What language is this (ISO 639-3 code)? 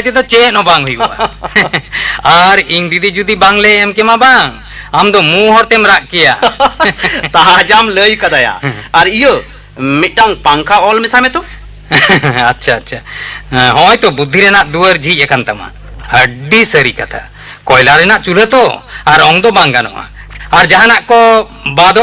sat